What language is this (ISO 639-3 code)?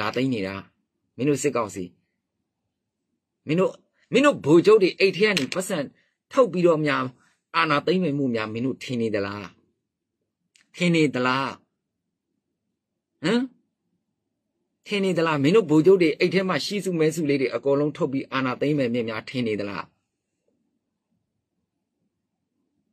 mya